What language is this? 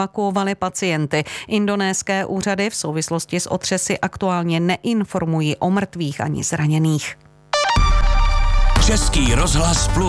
Czech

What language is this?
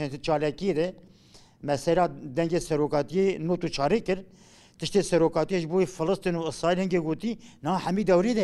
Kurdish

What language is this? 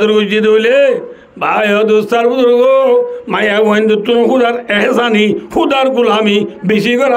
Rohingya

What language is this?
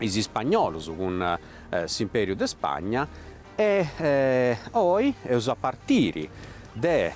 Sardinian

